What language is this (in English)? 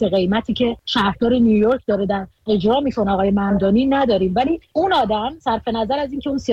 Persian